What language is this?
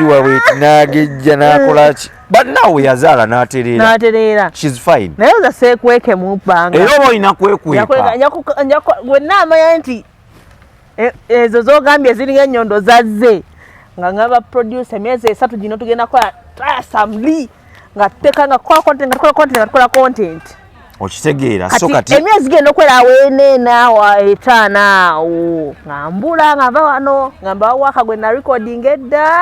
Ganda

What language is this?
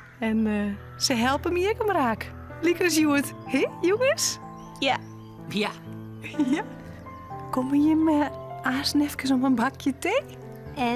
Western Frisian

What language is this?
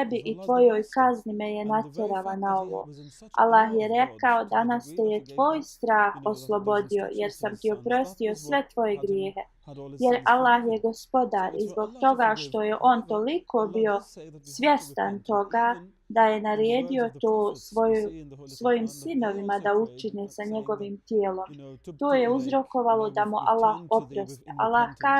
Bosnian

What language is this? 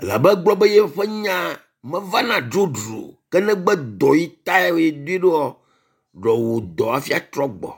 Ewe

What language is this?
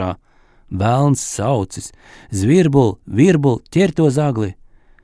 Latvian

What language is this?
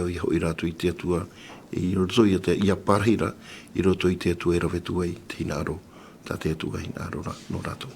Tahitian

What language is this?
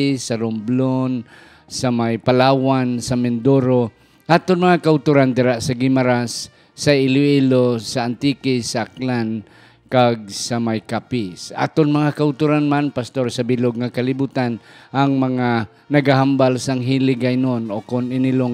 Hiligaynon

